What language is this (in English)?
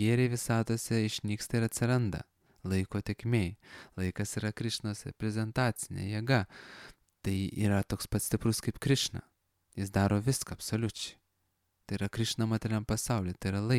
Lithuanian